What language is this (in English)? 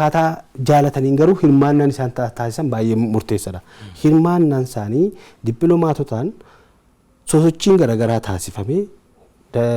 Oromo